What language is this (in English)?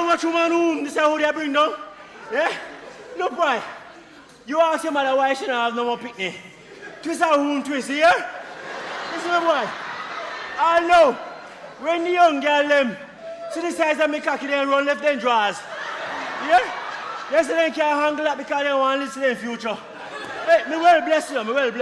Jamaican Creole English